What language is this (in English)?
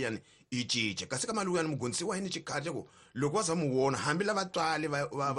Tsonga